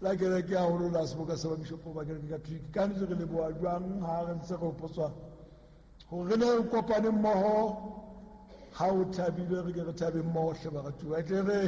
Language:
Southern Sotho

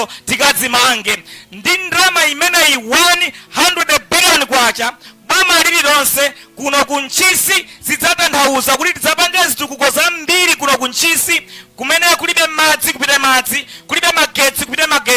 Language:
Nyanja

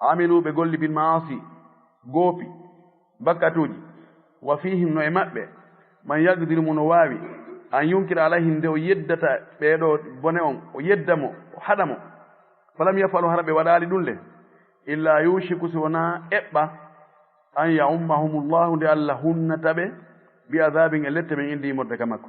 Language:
Fula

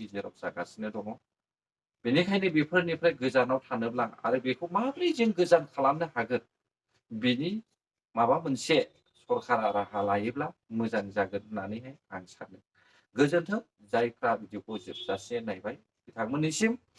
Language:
Bodo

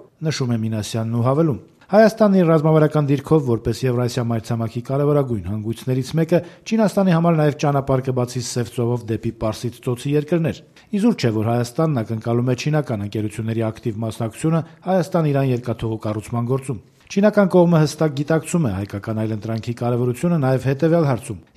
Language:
Armenian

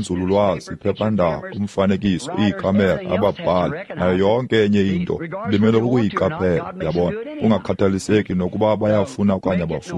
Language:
Xhosa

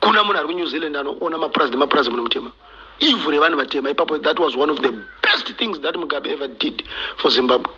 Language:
Shona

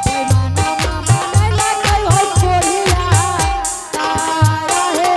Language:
Angika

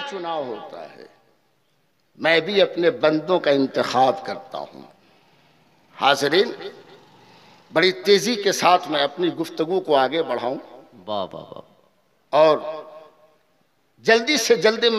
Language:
Urdu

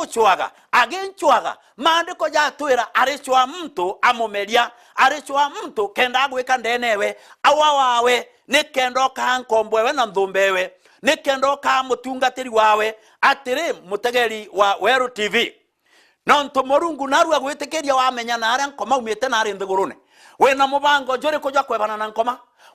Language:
Meru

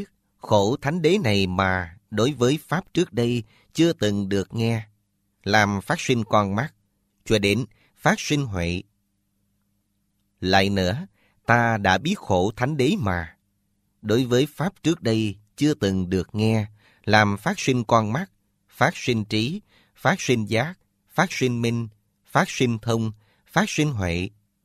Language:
Vietnamese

